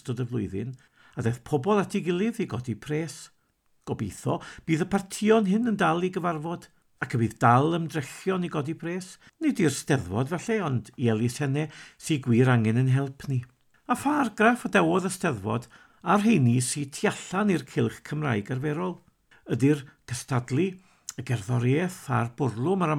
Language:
Welsh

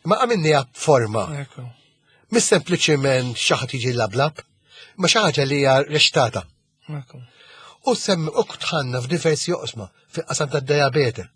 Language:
Maltese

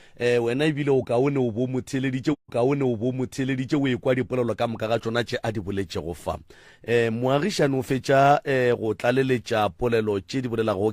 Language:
Northern Sotho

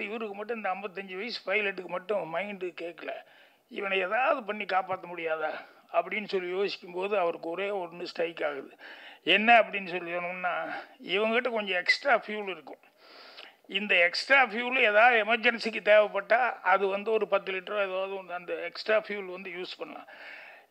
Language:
Tamil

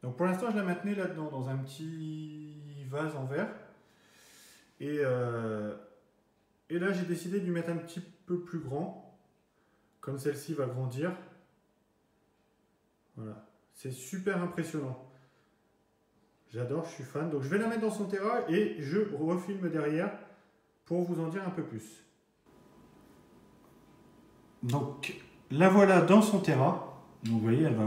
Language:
French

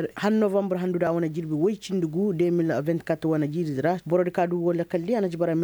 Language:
Koyraboro Senni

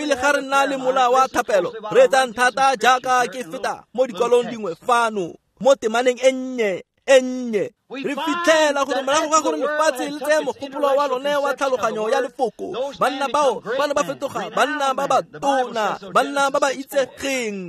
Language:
Tswana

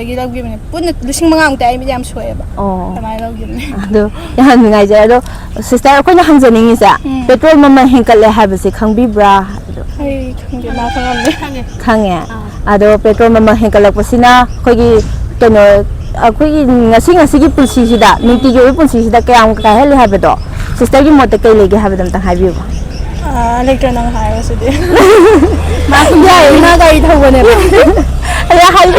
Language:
Manipuri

